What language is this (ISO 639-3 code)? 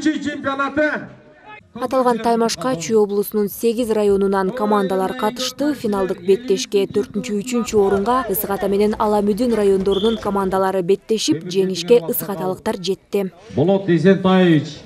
kir